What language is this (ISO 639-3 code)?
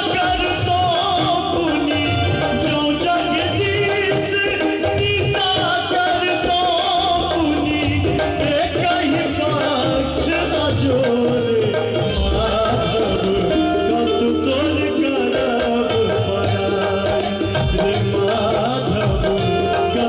mai